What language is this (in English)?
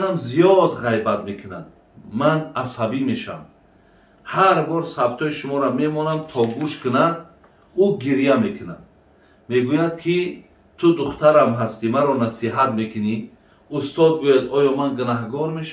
Tajik